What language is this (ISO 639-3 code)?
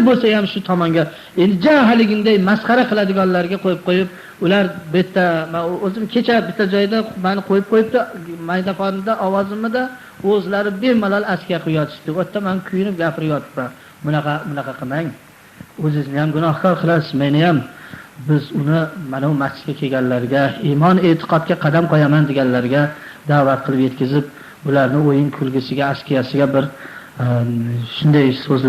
uzb